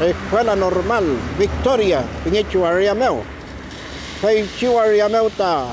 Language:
Mapuche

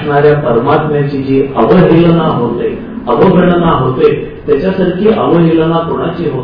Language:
Marathi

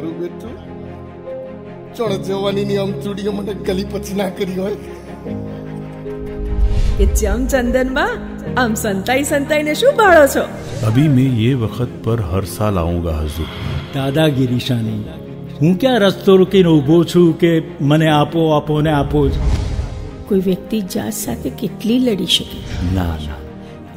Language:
Gujarati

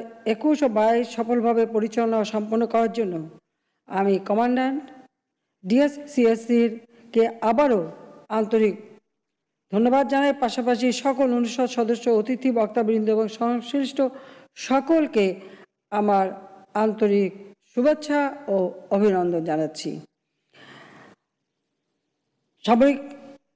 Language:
Bangla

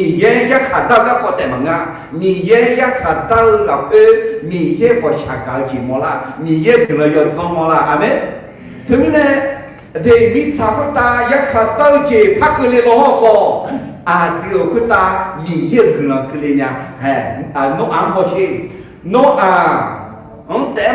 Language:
Akha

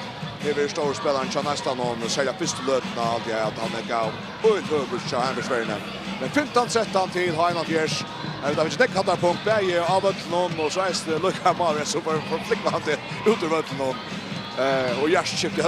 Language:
Faroese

